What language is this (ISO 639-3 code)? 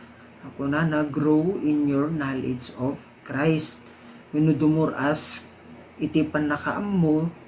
ilo